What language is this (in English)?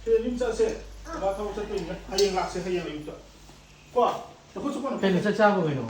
Manipuri